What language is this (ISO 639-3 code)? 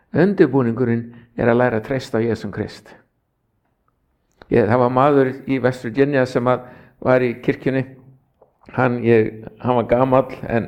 isl